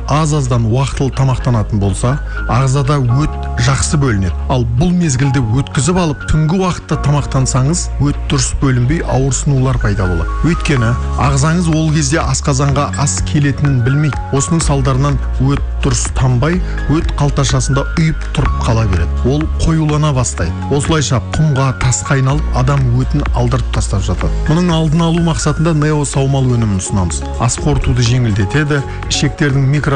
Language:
Kazakh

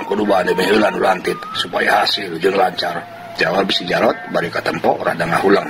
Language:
Sundanese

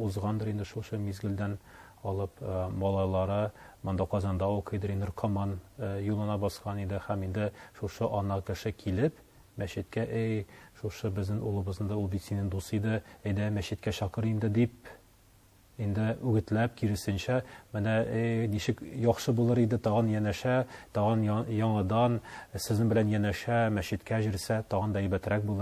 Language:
Tatar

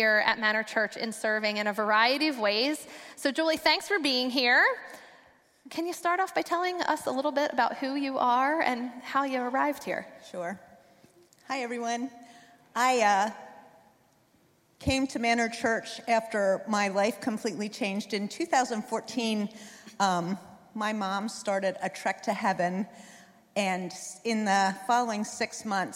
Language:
English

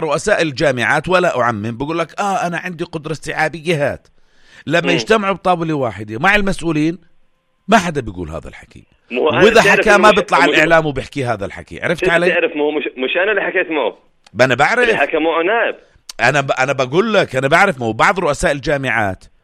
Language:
North Levantine Arabic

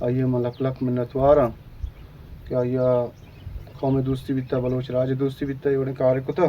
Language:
Baluchi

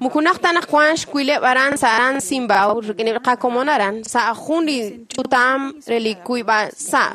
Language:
Kekchí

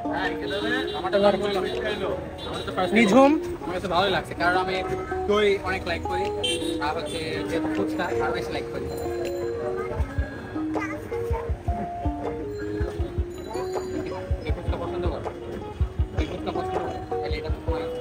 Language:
Bangla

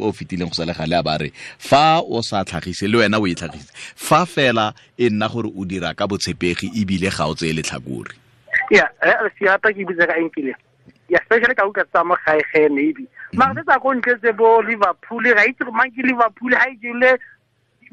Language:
Tswana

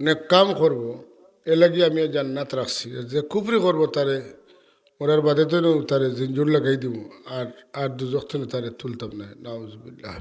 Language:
Sylheti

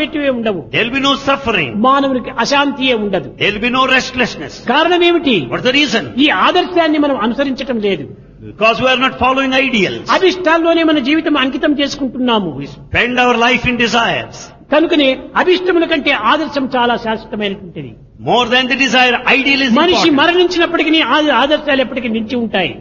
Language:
Telugu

